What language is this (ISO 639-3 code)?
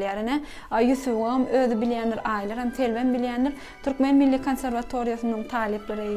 tuk